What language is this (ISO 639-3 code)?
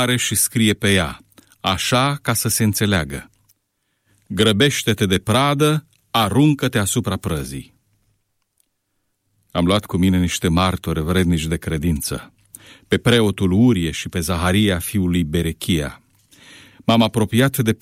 ron